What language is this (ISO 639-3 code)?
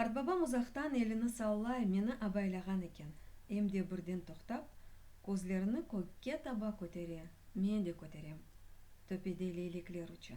crh